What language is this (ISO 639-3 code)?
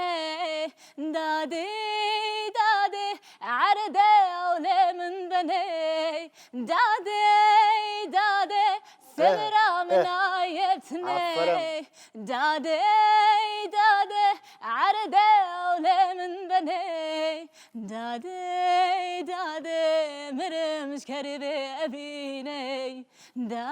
kur